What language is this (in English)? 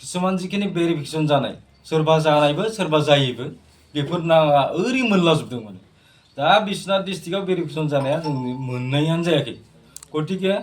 Bodo